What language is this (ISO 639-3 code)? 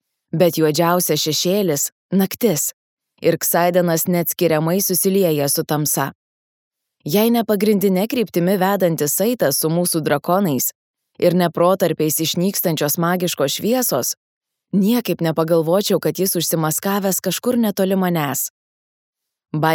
lit